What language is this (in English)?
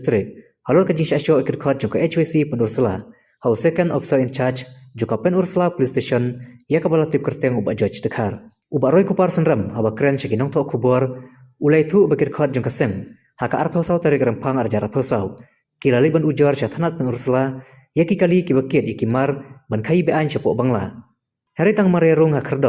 Khasi